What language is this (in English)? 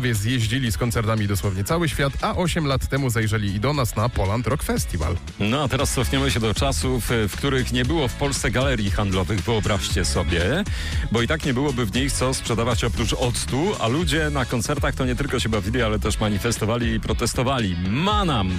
Polish